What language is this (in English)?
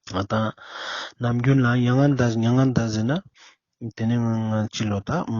Ladakhi